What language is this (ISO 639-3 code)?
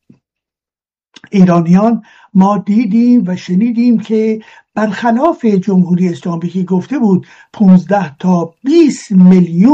fas